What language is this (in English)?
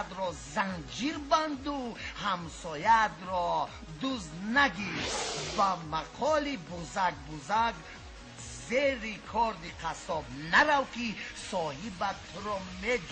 Tajik